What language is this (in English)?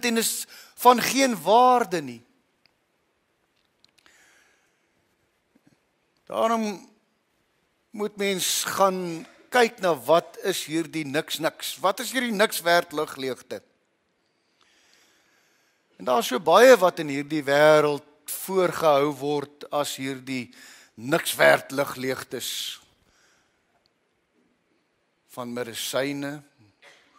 Afrikaans